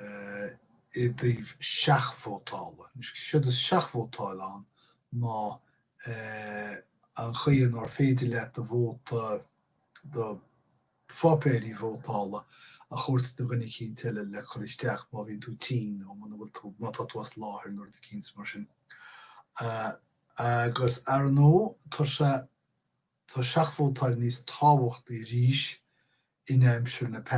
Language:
Irish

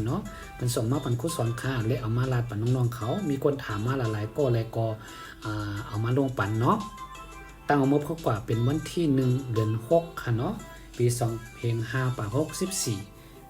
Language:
Shan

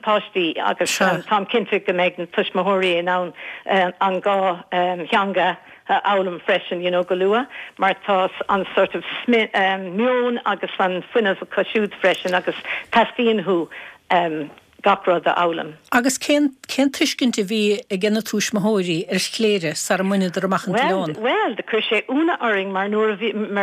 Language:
Irish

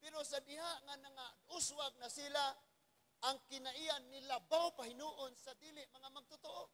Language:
Cebuano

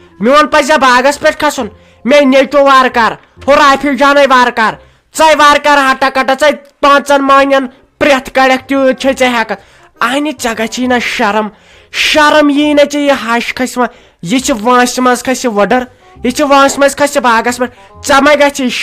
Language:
Kashmiri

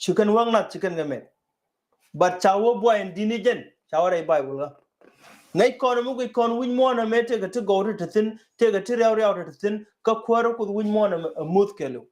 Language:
Nuer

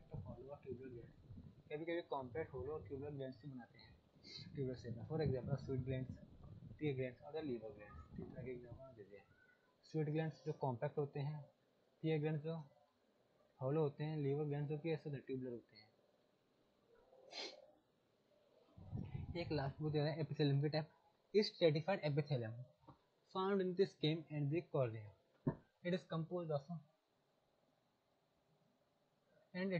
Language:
Hindi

